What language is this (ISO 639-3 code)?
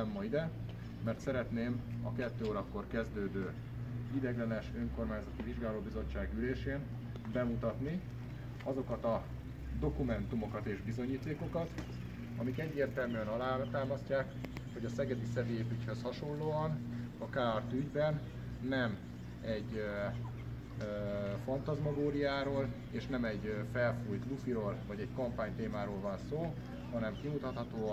hun